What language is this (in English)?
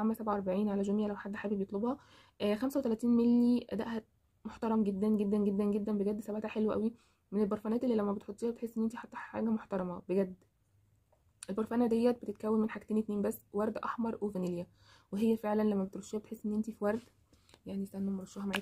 Egyptian Arabic